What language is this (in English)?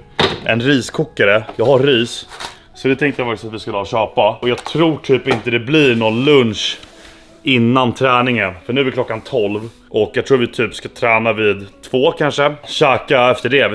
Swedish